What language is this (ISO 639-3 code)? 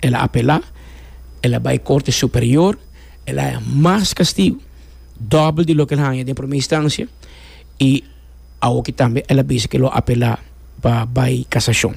pap